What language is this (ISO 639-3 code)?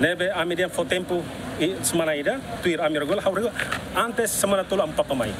tet